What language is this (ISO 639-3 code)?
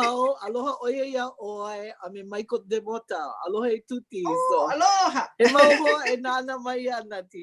haw